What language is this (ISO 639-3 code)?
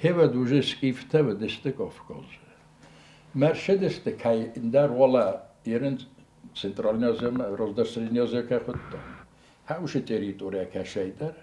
oss